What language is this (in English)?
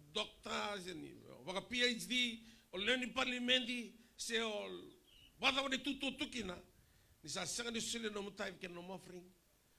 Fijian